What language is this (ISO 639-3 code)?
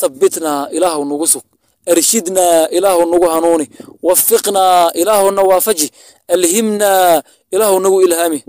som